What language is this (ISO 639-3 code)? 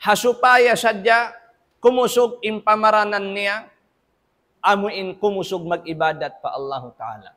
tsg